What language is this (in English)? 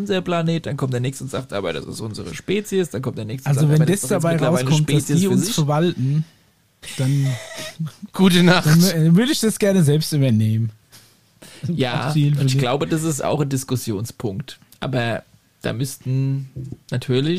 German